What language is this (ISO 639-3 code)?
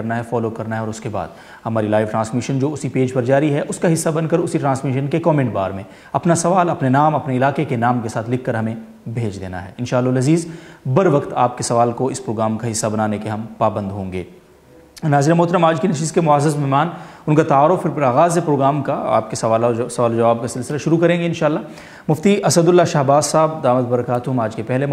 urd